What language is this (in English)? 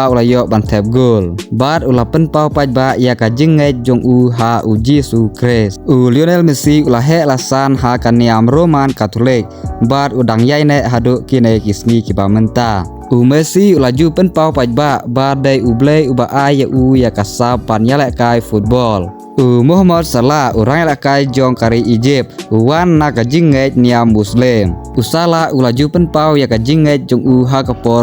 Khasi